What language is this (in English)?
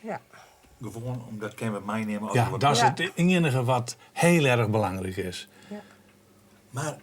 Western Frisian